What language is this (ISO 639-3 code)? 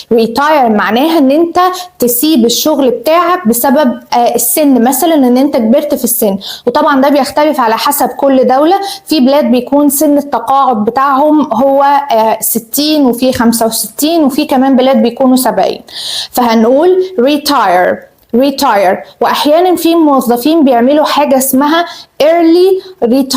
arz